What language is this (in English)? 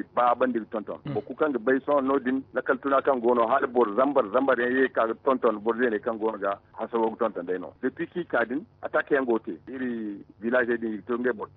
Zarma